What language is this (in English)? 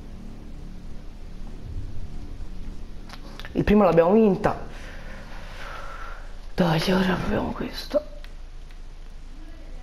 Italian